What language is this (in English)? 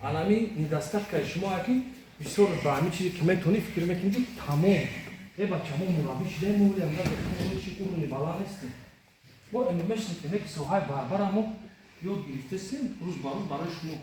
Tajik